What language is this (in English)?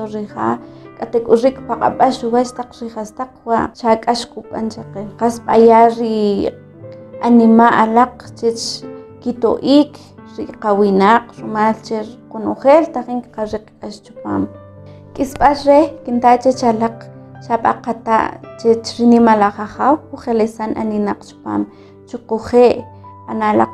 Kʼicheʼ